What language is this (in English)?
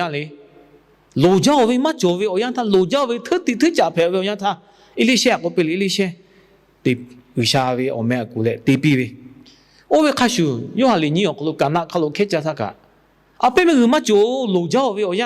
Lahu